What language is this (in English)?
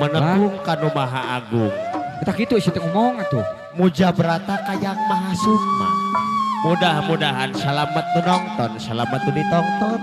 Sundanese